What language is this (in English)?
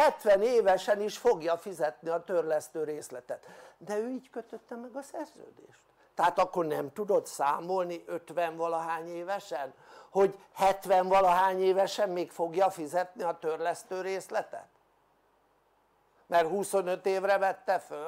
Hungarian